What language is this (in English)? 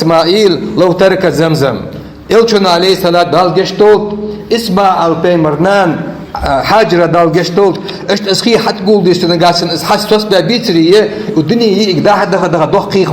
Ingush